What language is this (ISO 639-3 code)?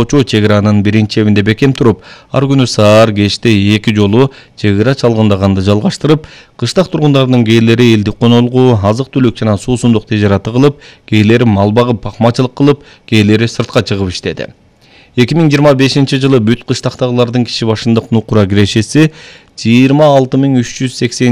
kir